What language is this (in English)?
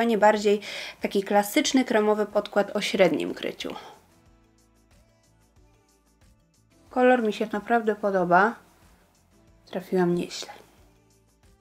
Polish